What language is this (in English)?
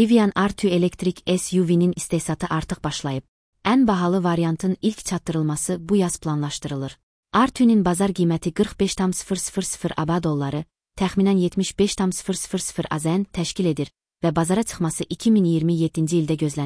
Azerbaijani